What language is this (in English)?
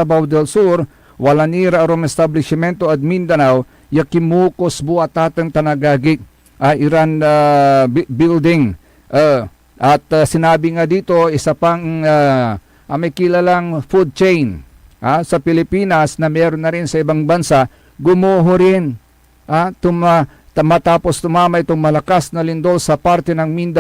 Pangasinan